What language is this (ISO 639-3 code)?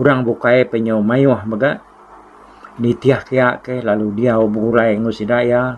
iba